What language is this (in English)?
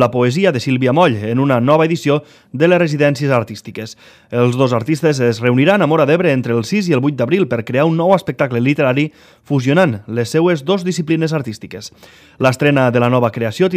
Catalan